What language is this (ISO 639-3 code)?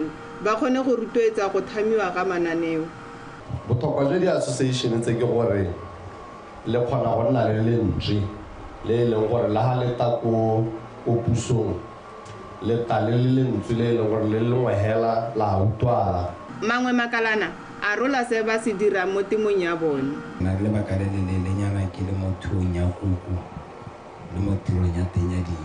tsn